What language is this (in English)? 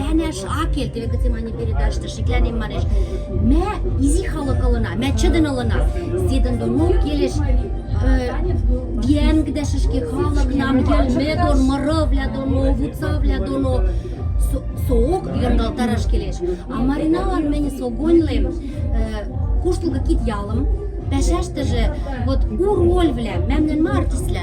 Western Mari